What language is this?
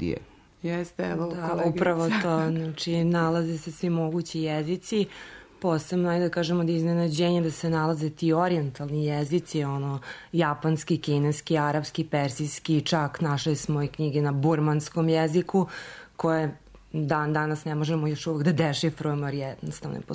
Serbian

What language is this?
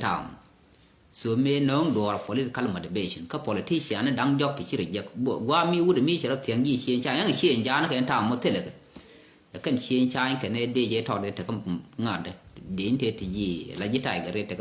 Nuer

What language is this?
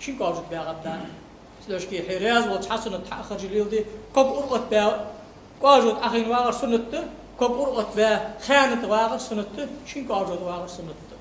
Ingush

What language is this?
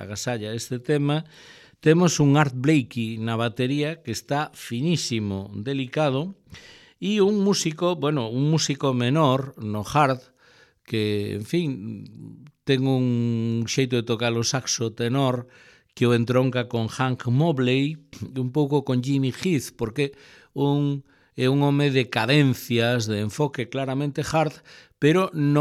Galician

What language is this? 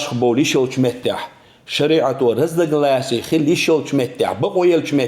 Chechen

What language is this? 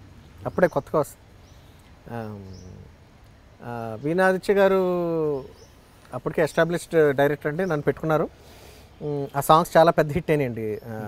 Telugu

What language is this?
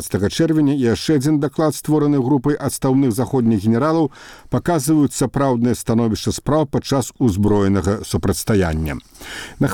Belarusian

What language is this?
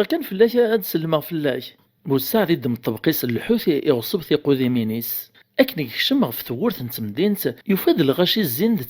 Kabyle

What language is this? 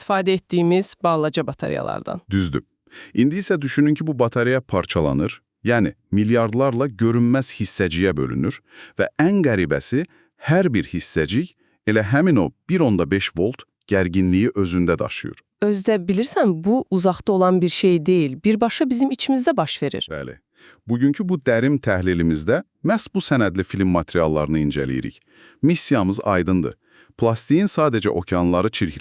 Azerbaijani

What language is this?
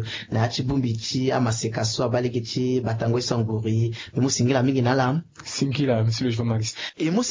Sango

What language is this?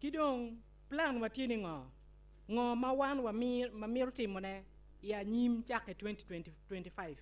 Acoli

